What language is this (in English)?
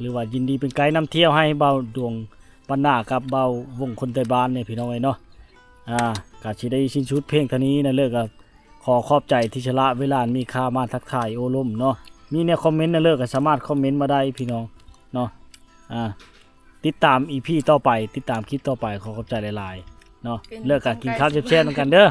Lao